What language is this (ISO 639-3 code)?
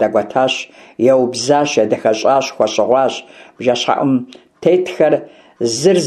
kbd